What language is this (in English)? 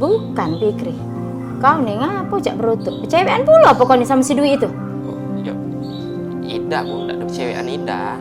Musi